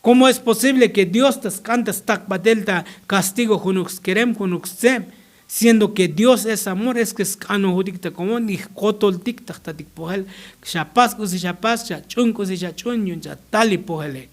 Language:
Tzotzil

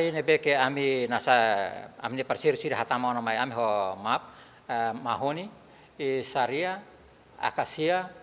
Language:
Tetum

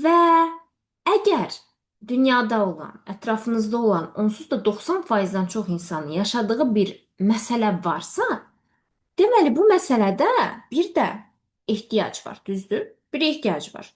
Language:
Azerbaijani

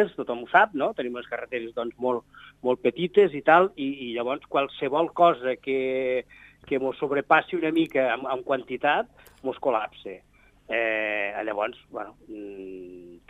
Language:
Catalan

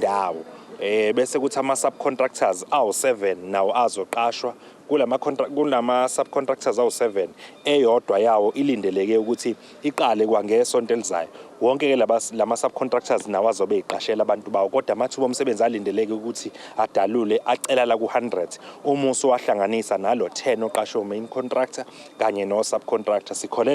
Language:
Zulu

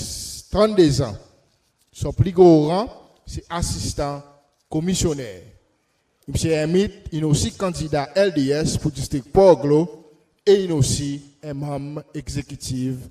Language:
Seselwa Creole French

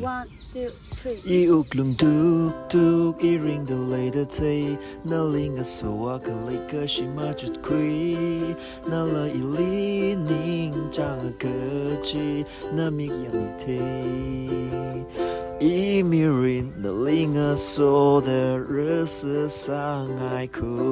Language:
Tangkhul Naga (India)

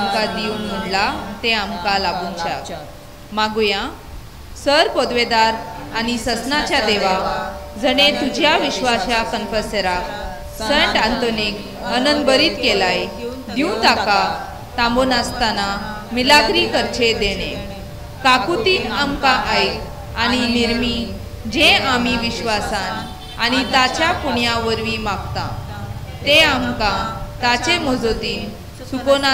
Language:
Konkani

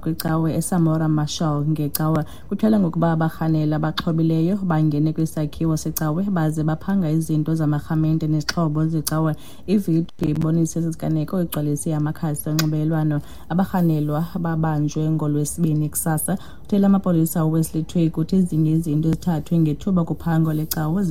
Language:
Xhosa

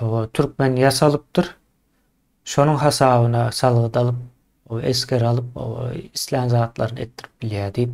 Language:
Turkmen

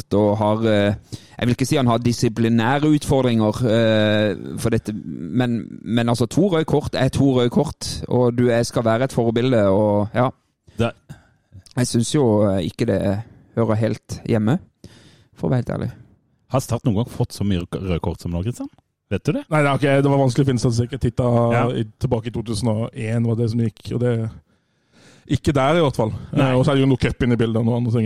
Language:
Norwegian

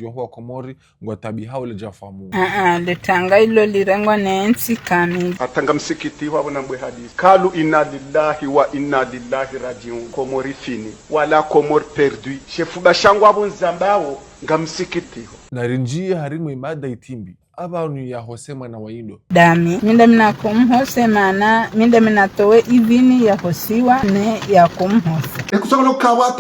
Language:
Ngazidja Comorian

